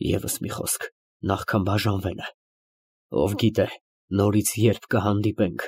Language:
Armenian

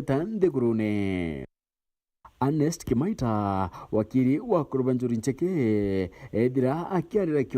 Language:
Meru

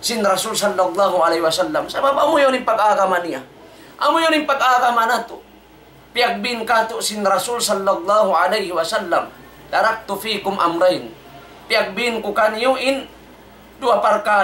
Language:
Tausug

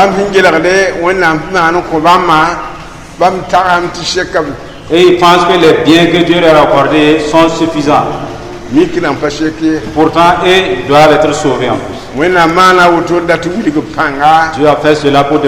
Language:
Mossi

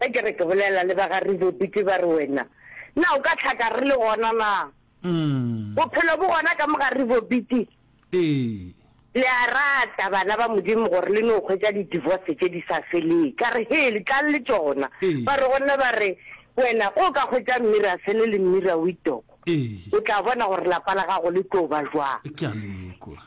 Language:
Northern Sotho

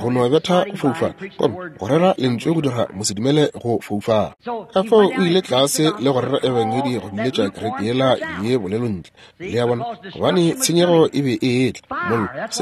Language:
Northern Sotho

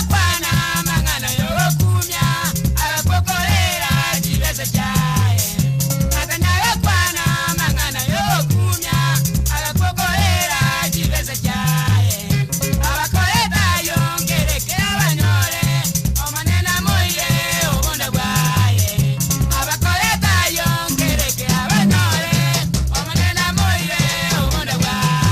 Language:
Gusii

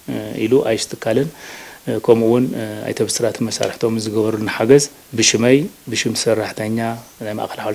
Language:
Tigrinya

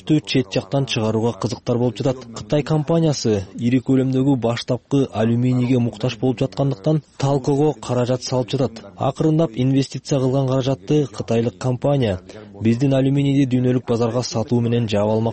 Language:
Kyrgyz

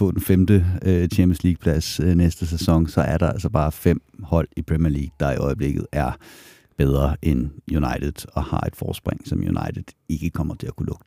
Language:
Danish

